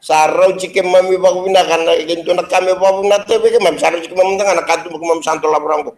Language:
Fijian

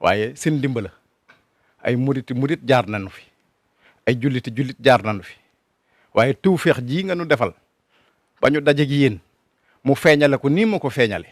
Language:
Wolof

